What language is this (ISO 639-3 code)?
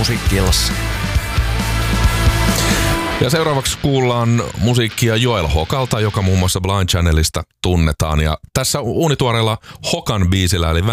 fin